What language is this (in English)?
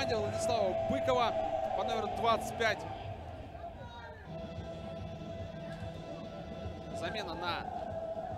Russian